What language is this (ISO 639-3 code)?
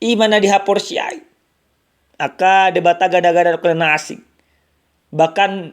bbc